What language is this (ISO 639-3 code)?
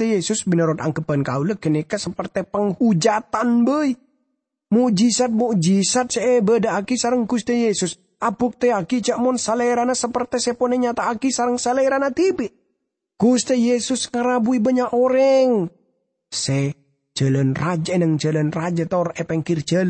mad